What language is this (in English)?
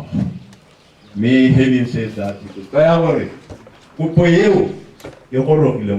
Tswana